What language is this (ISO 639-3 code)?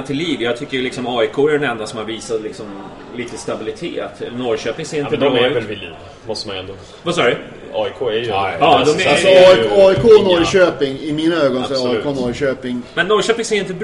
swe